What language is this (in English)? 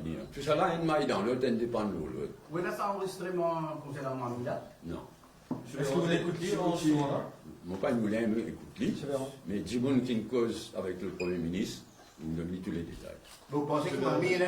Morisyen